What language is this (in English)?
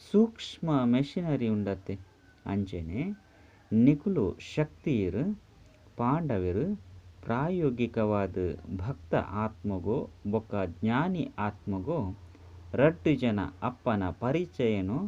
Tulu